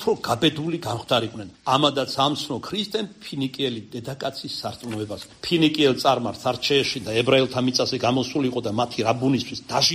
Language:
Georgian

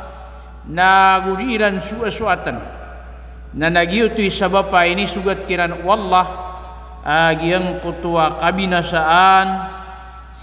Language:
Maranao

